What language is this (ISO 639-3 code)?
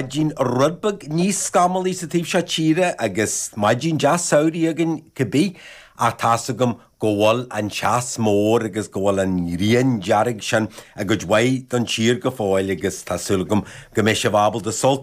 gle